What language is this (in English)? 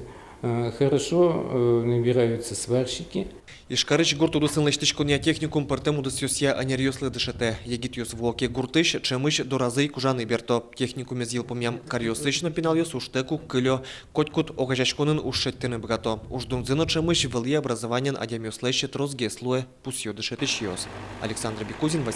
Udmurt